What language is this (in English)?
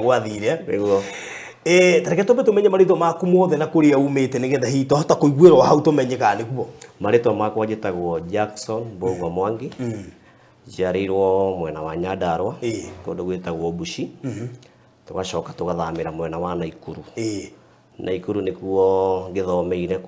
Kikuyu